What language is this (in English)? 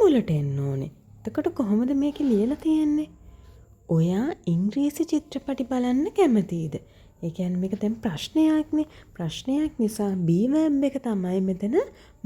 Sinhala